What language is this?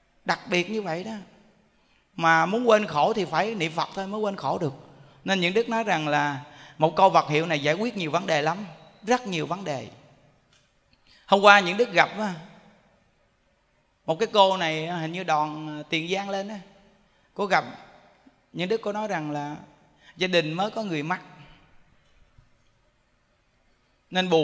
Vietnamese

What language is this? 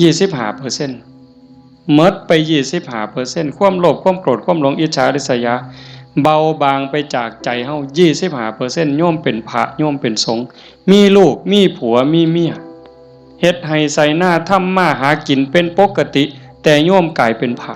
Northeastern Thai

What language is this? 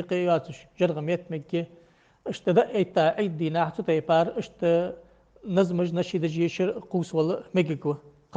Ingush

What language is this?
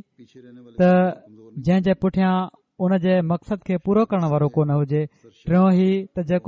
Sindhi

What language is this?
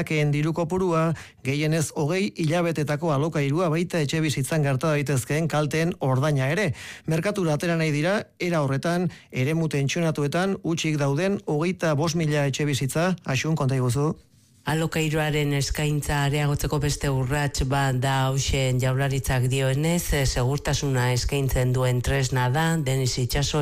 Basque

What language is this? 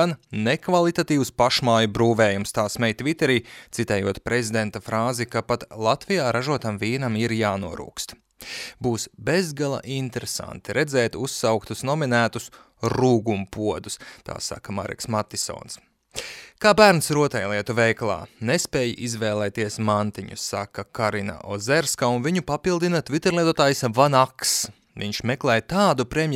Latvian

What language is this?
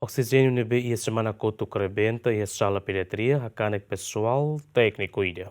Tetum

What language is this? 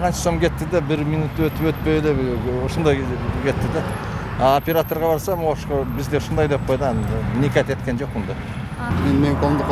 Kyrgyz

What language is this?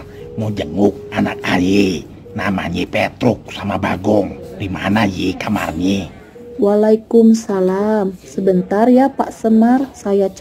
Betawi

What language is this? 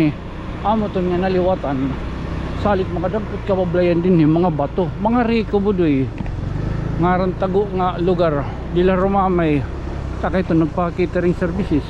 Waray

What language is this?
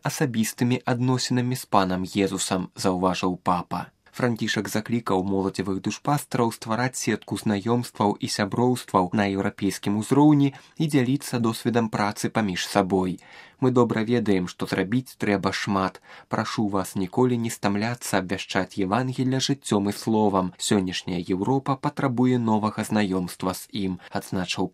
Belarusian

